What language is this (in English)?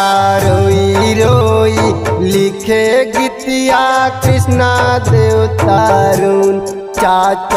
Bhojpuri